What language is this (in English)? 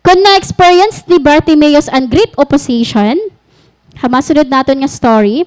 Waray